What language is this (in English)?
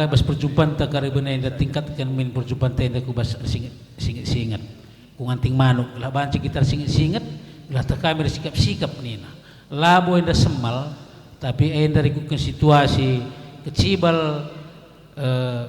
Batak Karo